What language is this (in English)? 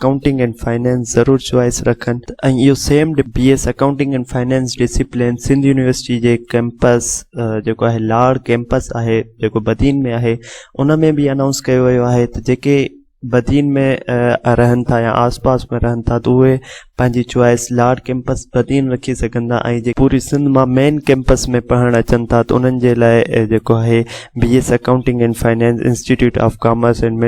Sindhi